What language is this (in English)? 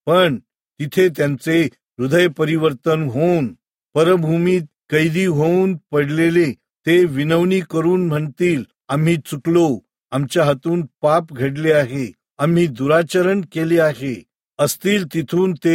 Marathi